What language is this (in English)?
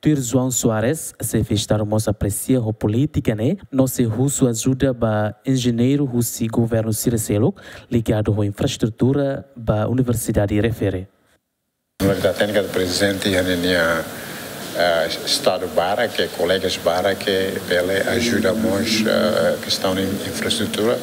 Tetum